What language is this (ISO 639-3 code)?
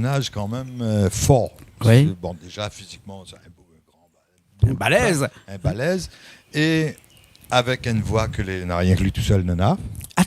rcf